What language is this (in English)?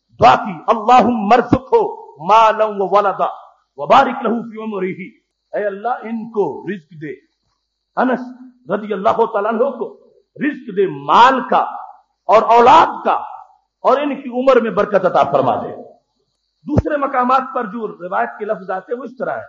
Urdu